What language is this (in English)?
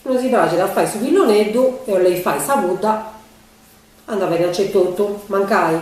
Sardinian